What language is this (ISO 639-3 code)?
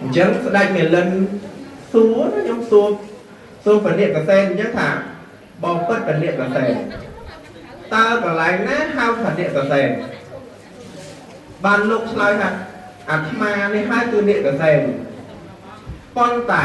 khm